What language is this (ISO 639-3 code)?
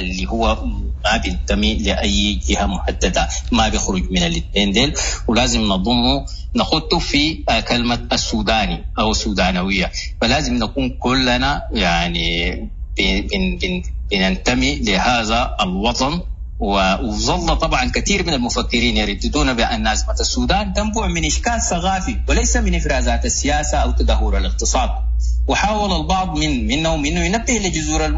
apd